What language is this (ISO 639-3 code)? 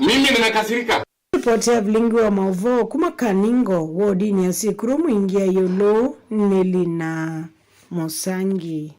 kam